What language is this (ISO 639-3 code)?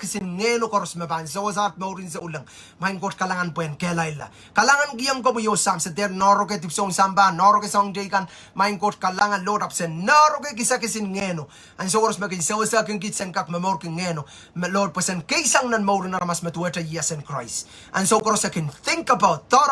pon